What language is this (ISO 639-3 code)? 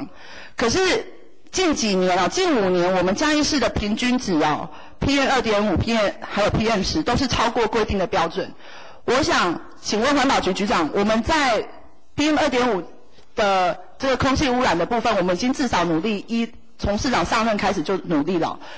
zho